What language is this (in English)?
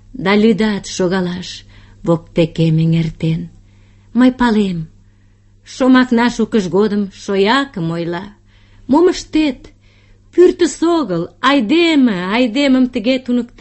Mari